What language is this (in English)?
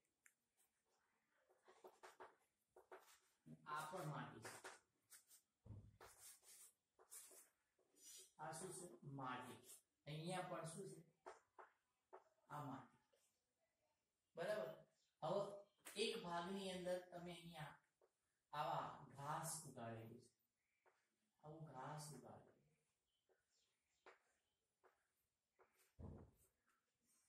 Gujarati